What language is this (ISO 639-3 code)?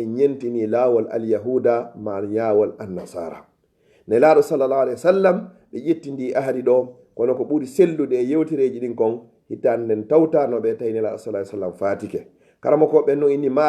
ful